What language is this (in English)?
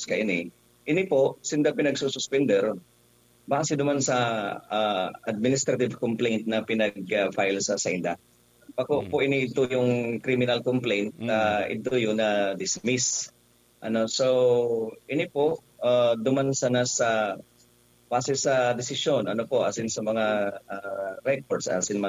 Bikol